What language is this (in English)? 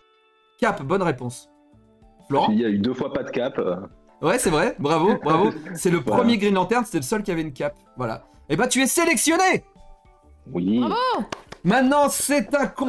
French